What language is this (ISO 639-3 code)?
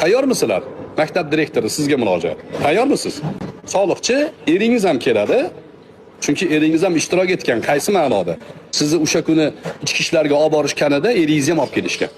uzb